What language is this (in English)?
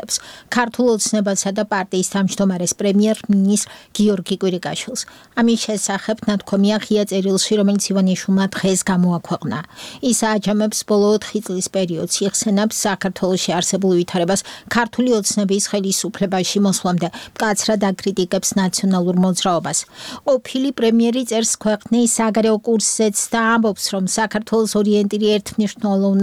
Georgian